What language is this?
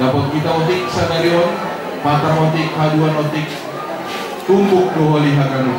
Batak Simalungun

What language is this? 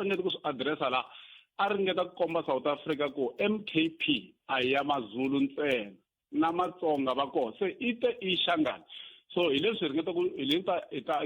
Tsonga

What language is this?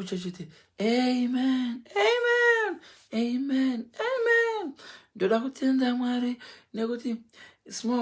Shona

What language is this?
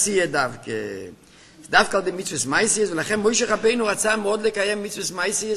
Hebrew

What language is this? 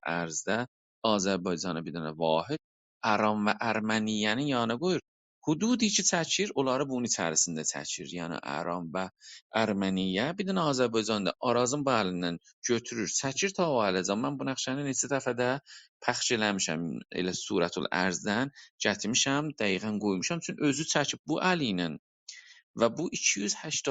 South Azerbaijani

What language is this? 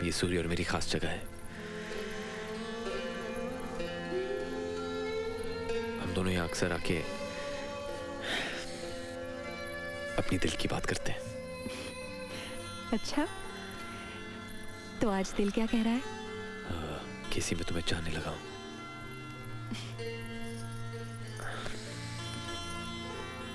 Hindi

